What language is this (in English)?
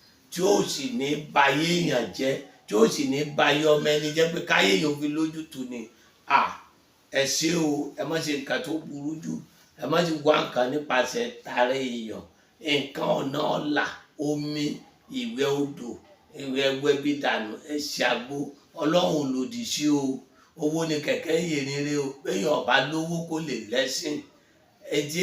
Yoruba